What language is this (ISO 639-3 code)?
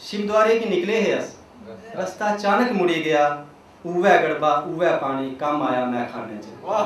doi